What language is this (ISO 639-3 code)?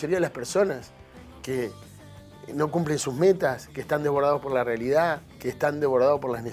spa